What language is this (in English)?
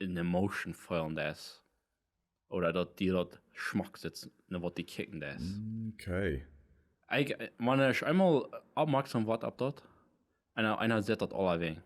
Plautdietsch